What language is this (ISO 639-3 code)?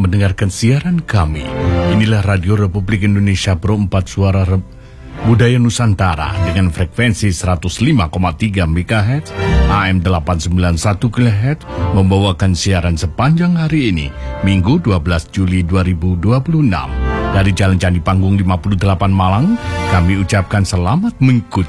ind